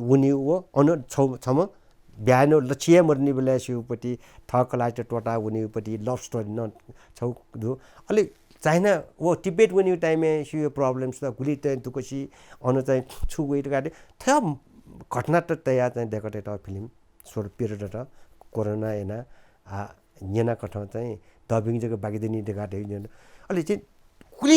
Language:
Newari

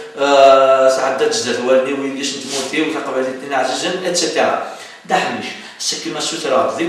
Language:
Kabyle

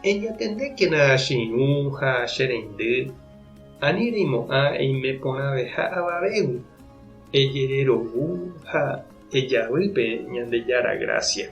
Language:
Guarani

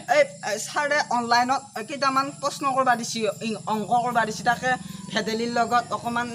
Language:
Assamese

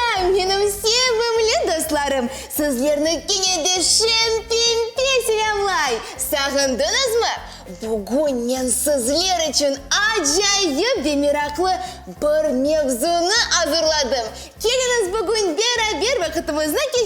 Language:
Crimean Tatar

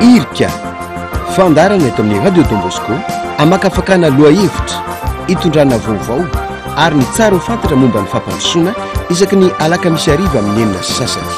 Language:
Malagasy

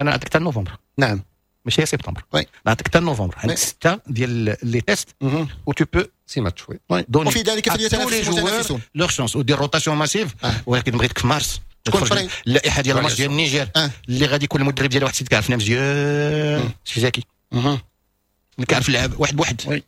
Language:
Moroccan Arabic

